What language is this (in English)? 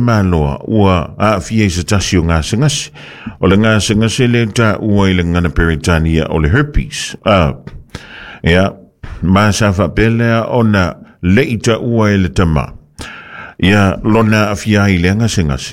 Samoan